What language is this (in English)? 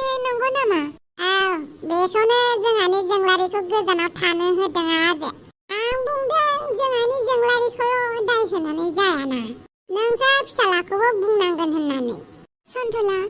Bodo